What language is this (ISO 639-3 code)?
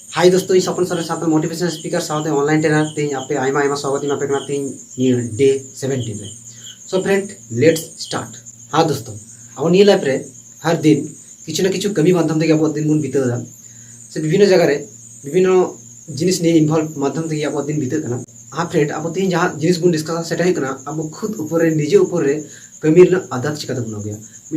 sat